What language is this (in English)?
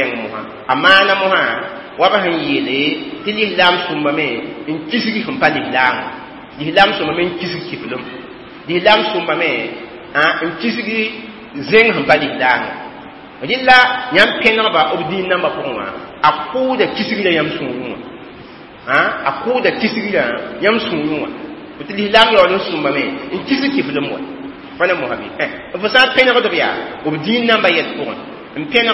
Mossi